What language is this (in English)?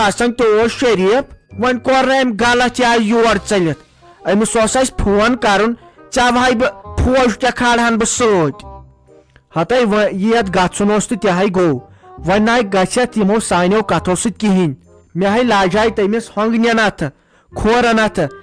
Kashmiri